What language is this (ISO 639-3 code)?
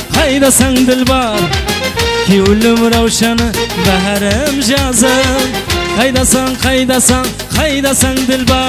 kaa